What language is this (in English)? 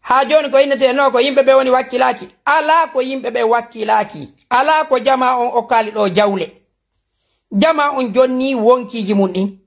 Fula